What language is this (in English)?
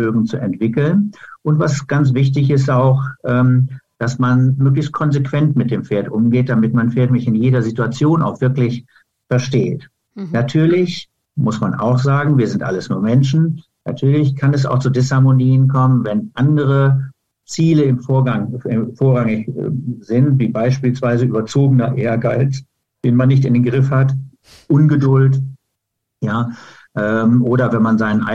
German